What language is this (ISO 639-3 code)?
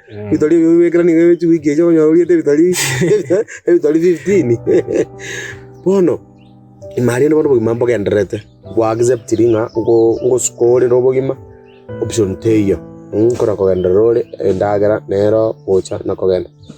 guz